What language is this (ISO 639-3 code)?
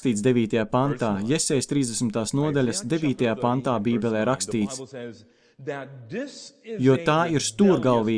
lav